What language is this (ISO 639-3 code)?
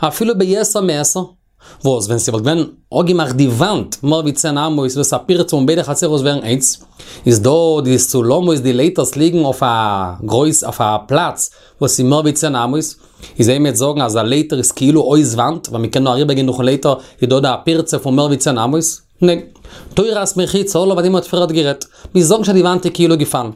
yid